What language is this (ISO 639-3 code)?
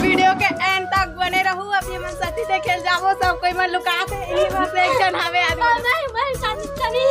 hne